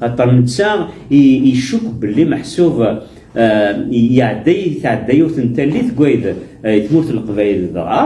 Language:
Kabyle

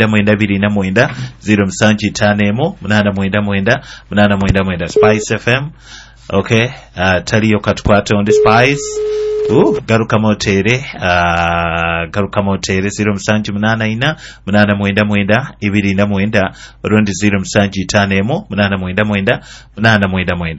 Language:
Nyoro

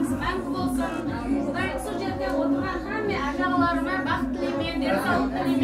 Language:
Kara-Kalpak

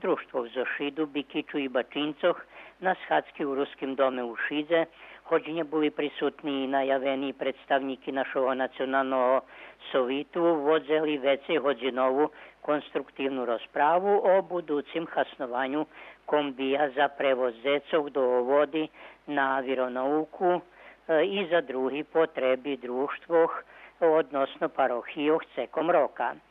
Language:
Rusyn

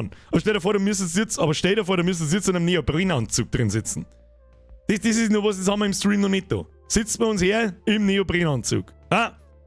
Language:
Bavarian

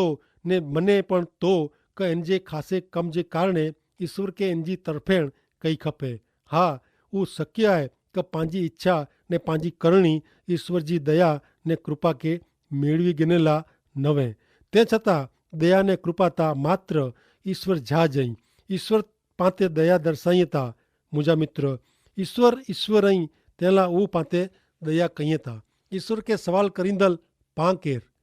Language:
Kachhi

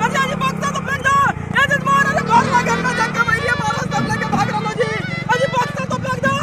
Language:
Magahi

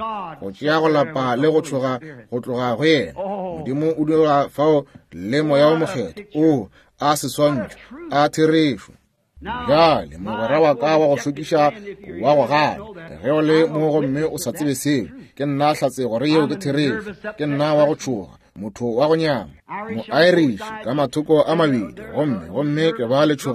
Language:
Northern Sotho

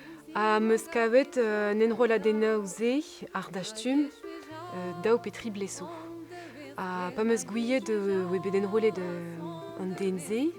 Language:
Breton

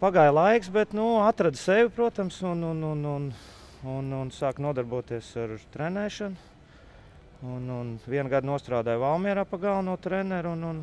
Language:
Latvian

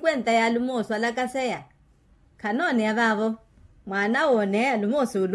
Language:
Makhuwa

